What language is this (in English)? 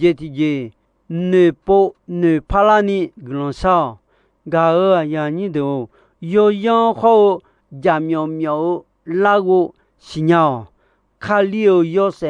Akha